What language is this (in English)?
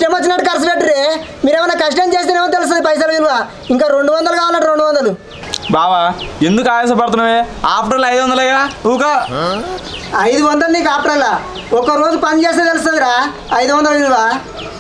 Telugu